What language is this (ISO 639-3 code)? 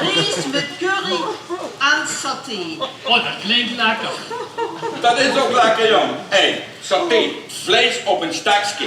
lim